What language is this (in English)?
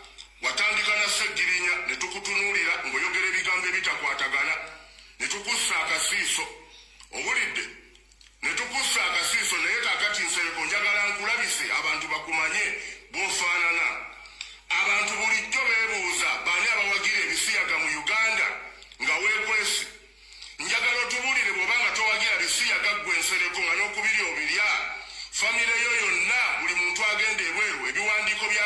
Ganda